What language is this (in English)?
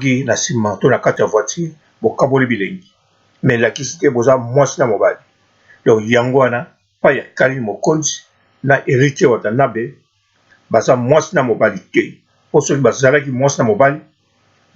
Lingala